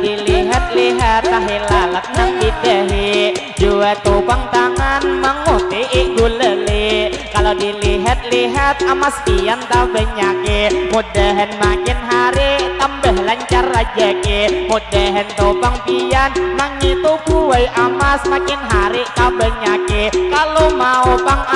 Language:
Banjar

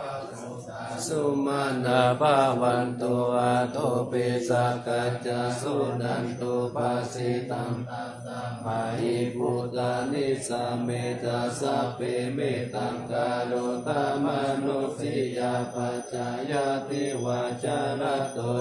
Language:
Pali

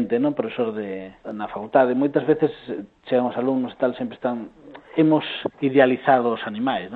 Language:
Galician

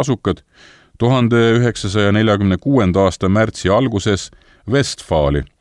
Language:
Estonian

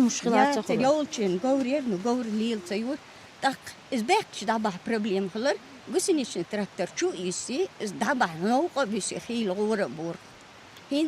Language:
Chechen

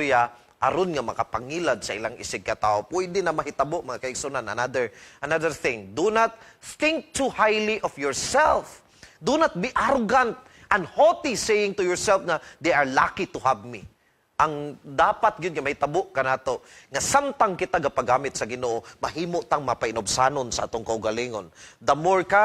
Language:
Cebuano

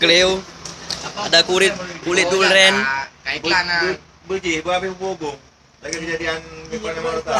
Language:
Achinese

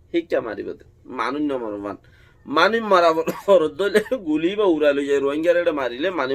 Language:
Rohingya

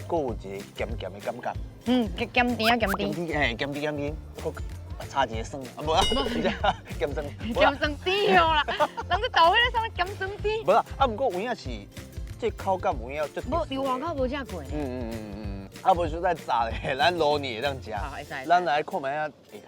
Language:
Min Nan Chinese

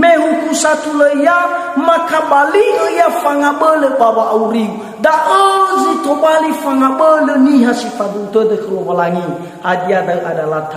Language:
Nias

